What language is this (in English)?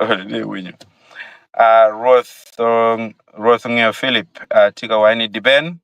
Acoli